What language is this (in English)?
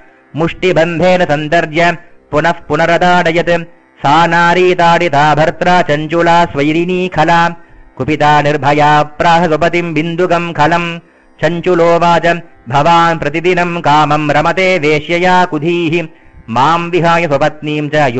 Sanskrit